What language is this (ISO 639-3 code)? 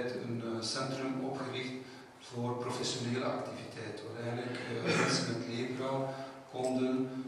nld